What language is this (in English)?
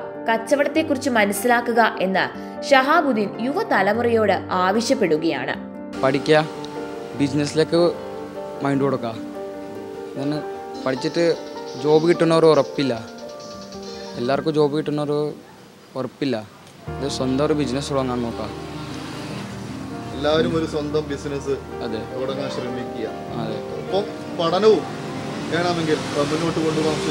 Malayalam